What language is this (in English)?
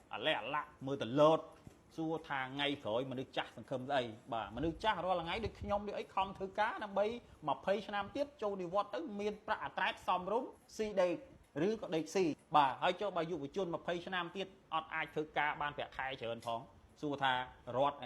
Khmer